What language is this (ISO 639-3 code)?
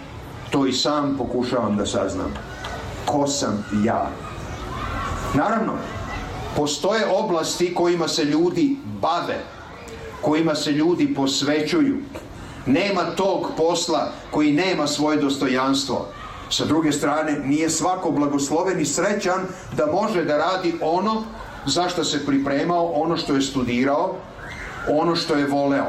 srp